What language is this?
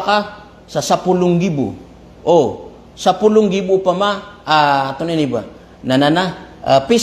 Maranao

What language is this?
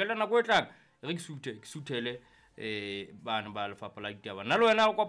Southern Sotho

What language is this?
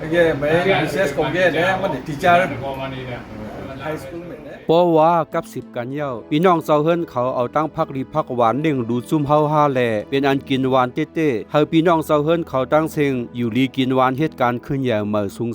Shan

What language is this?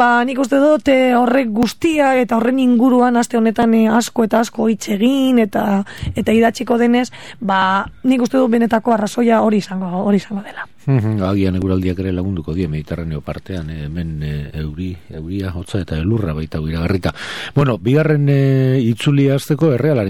Basque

